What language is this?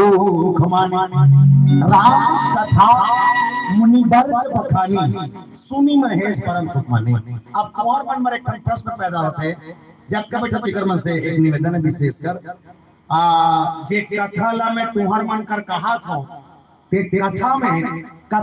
Chhattisgarhi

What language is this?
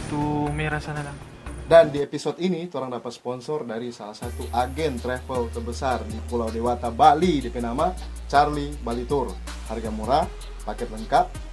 Manado Malay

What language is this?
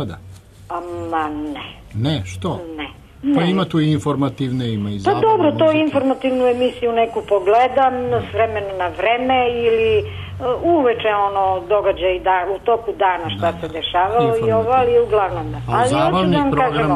Serbian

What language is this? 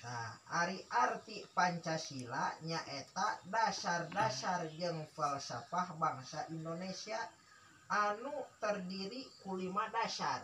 Sundanese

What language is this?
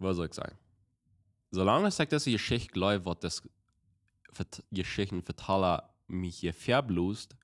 Plautdietsch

